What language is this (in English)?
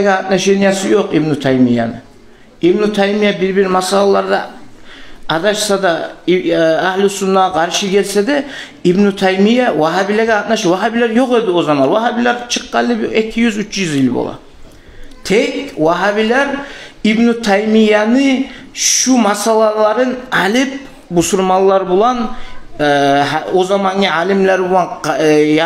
Kumyk